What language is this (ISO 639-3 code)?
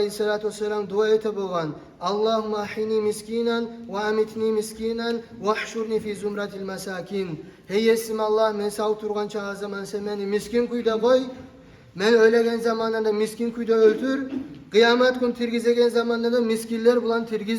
kum